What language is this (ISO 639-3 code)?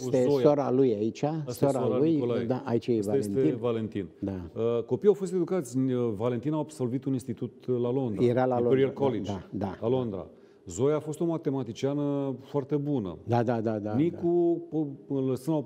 ron